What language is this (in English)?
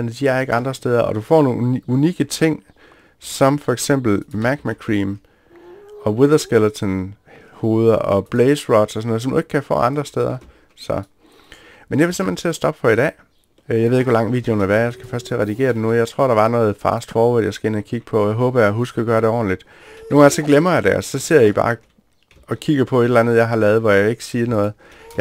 Danish